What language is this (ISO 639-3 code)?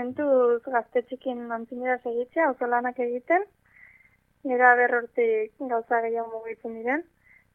eus